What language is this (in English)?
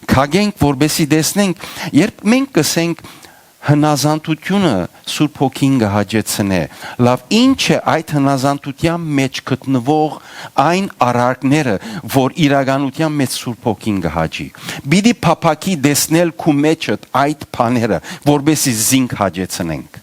Western Armenian